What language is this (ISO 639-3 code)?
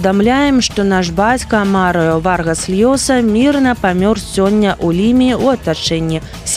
bel